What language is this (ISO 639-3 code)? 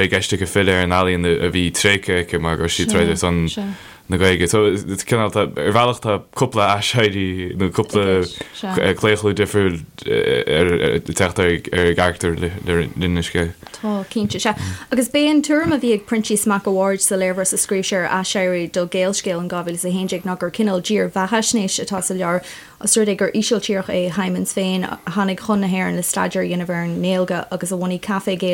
gle